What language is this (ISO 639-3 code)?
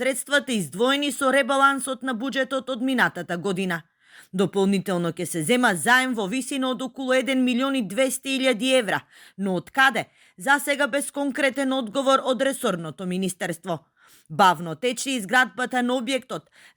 mkd